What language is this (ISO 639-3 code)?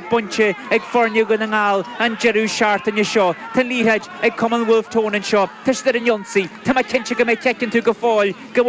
gle